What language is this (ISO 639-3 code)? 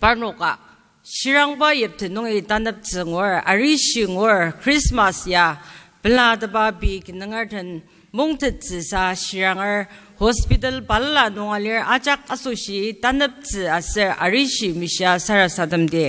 njo